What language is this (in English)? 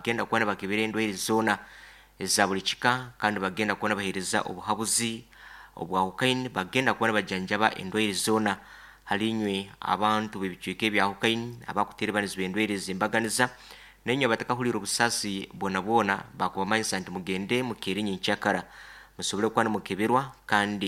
Nyoro